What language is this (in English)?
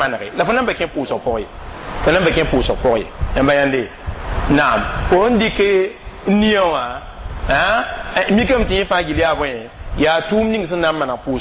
Mossi